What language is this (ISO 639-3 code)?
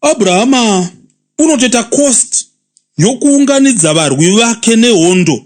sna